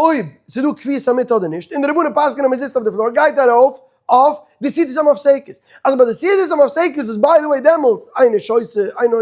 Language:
Yiddish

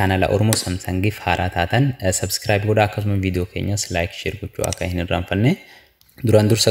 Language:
Oromo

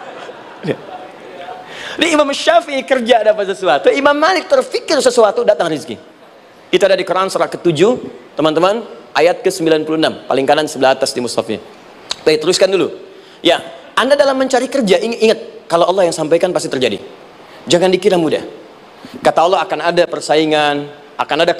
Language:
Indonesian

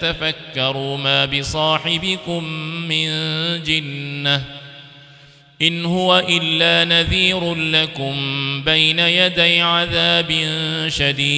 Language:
Arabic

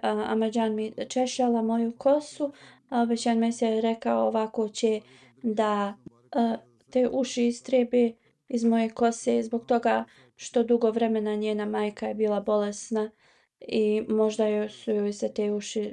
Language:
Bosnian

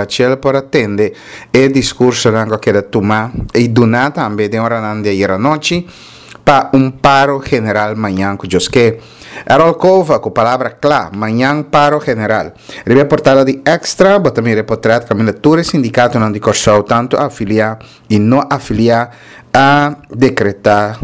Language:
Papiamento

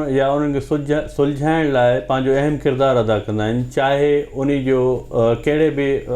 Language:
Sindhi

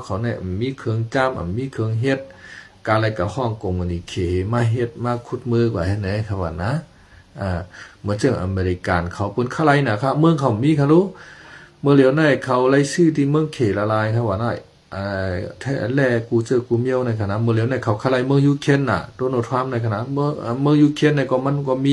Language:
Shan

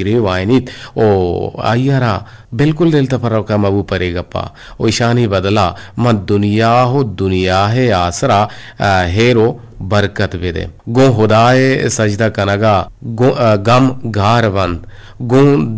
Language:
Eastern Balochi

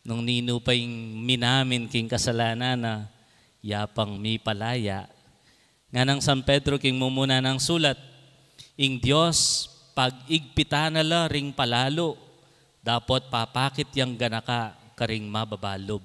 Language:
Pampanga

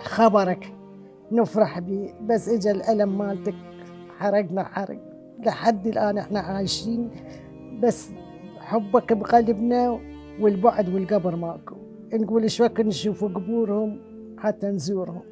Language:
Mesopotamian Arabic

